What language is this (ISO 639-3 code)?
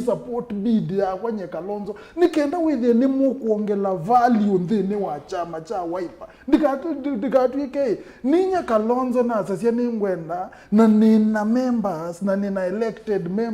kam